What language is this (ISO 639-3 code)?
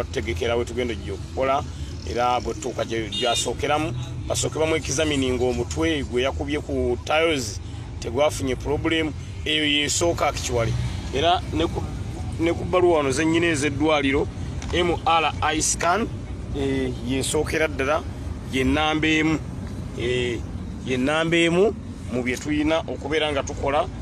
lug